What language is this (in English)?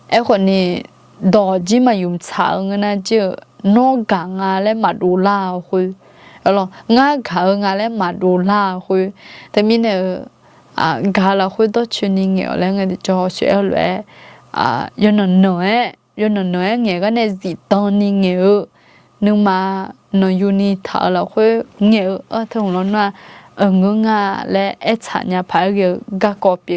Akha